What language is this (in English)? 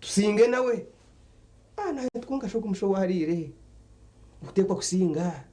Nyankole